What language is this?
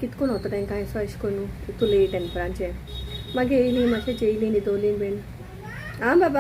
Konkani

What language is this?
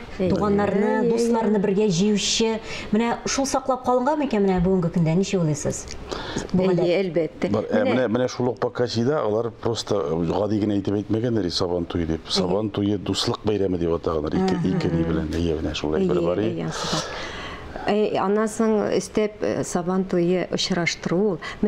Tatar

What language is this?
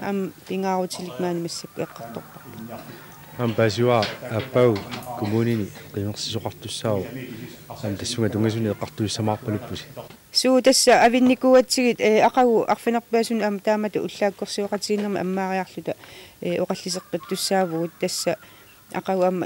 Kalaallisut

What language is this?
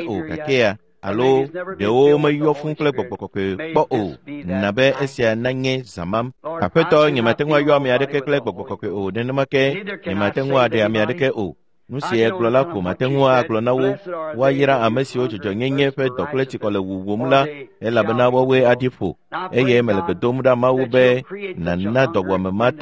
Ewe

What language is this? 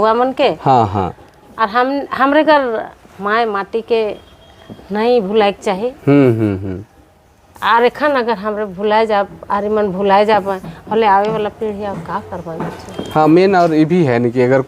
Sadri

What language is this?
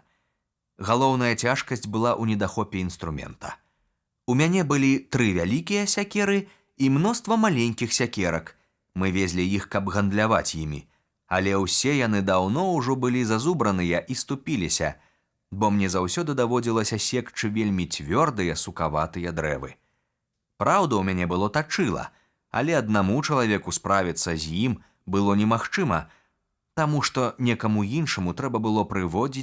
Belarusian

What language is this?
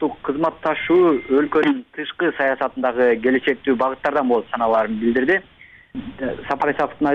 Kyrgyz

